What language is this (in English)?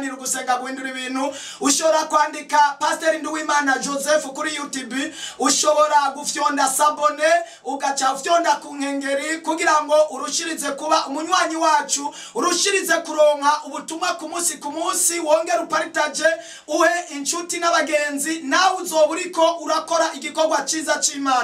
Rundi